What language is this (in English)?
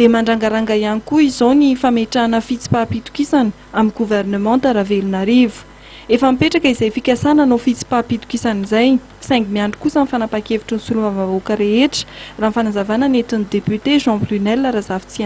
Malagasy